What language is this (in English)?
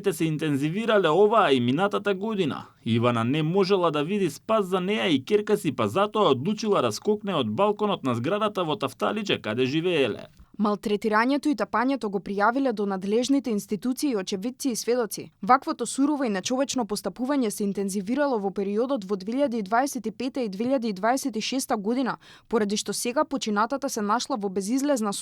Macedonian